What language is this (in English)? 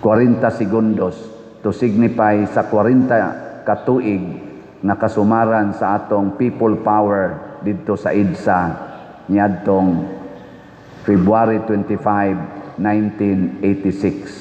Cebuano